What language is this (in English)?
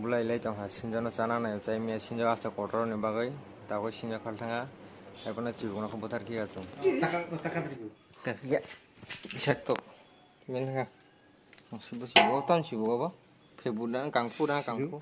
Kok Borok